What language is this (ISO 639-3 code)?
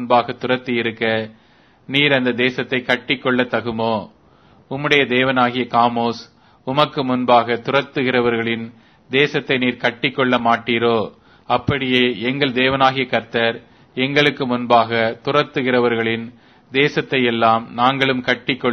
tam